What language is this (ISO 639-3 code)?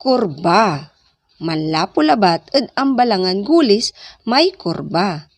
pag